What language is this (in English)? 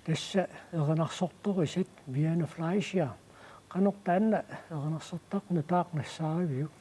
Kalaallisut